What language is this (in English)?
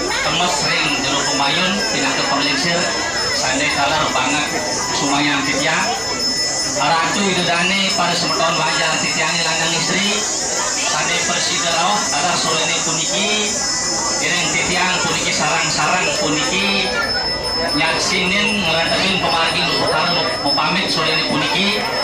Balinese